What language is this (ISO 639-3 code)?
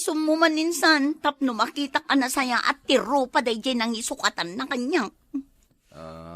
ilo